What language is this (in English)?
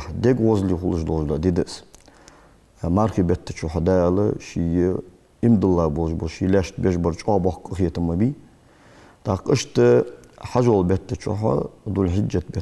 Ingush